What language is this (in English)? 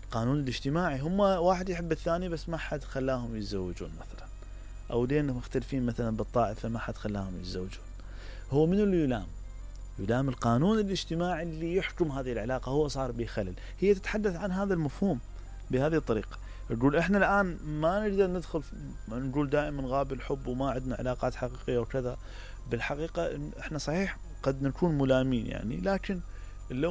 Mesopotamian Arabic